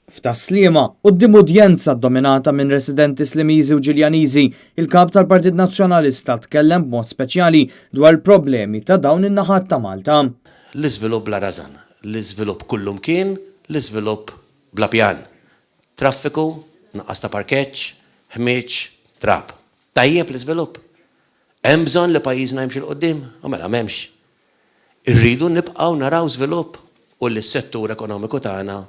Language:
Maltese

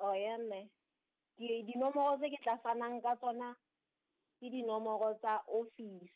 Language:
Southern Sotho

